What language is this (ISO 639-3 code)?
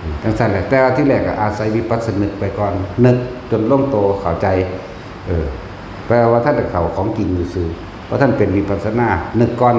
tts